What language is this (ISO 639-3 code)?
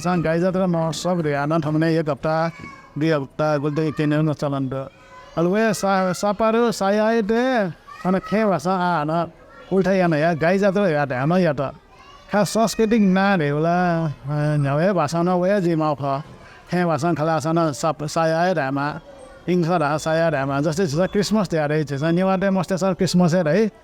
new